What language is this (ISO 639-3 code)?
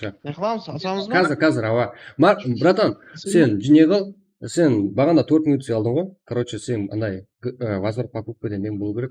kaa